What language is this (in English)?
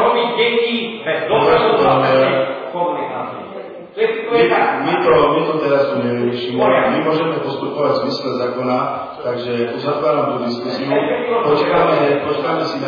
Slovak